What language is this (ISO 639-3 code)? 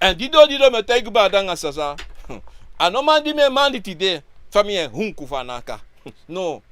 srn